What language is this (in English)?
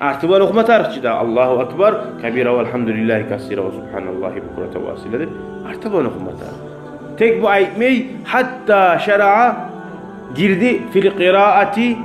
Kumyk